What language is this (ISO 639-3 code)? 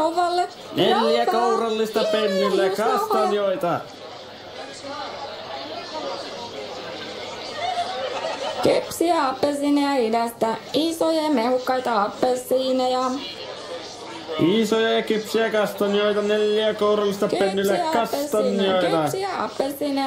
fin